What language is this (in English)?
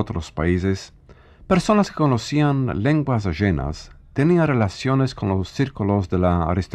Ladino